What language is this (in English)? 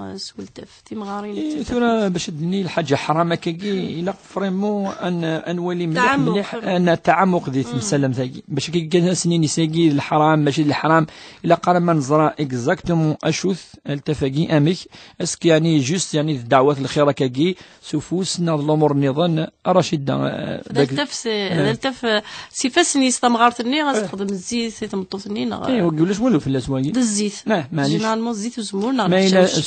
Kabyle